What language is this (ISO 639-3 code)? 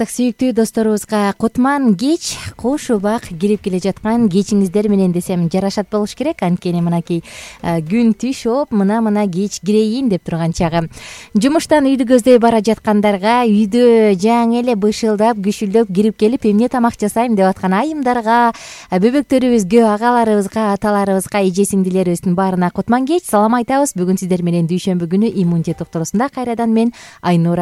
kir